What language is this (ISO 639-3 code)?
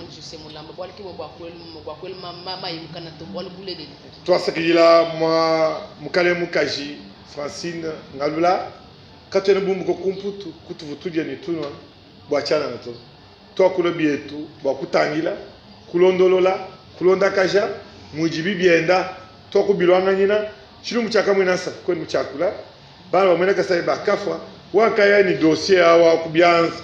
lua